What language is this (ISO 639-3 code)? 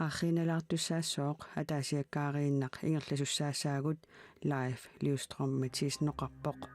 kal